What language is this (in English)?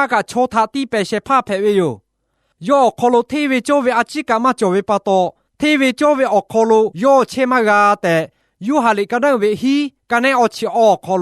Lahu